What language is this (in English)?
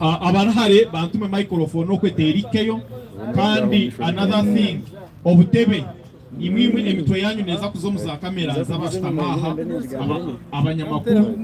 Nyankole